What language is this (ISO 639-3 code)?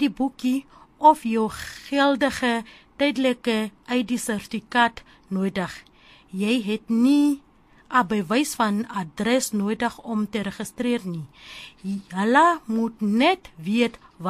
afr